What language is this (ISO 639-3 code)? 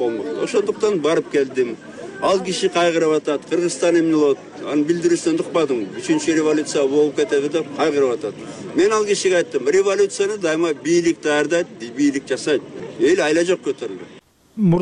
kir